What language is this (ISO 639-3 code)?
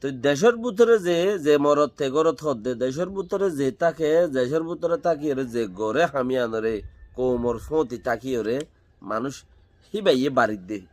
rhg